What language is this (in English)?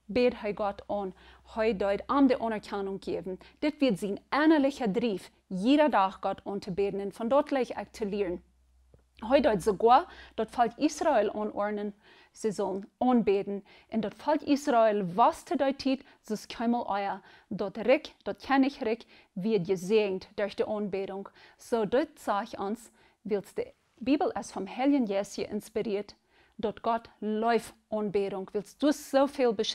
Plautdietsch